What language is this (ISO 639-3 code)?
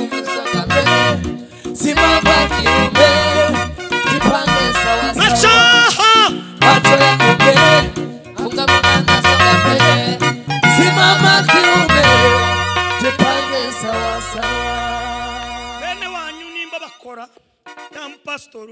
kin